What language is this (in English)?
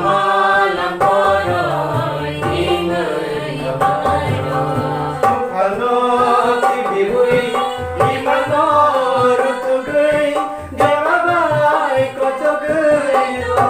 Kok Borok